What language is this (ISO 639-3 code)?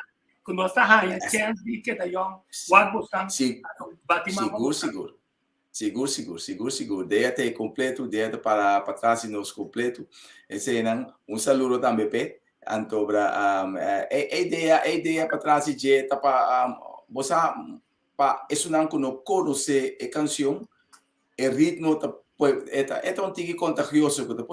pap